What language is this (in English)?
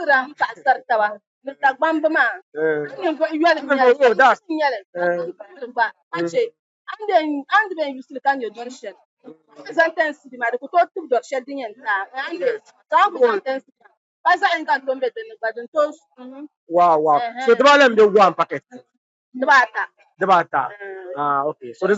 Dagbani